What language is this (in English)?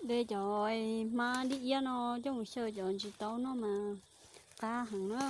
Hmong